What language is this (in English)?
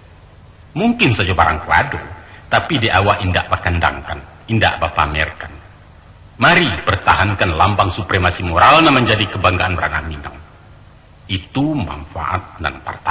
Minangkabau